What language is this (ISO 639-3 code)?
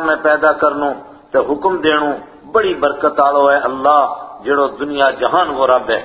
gju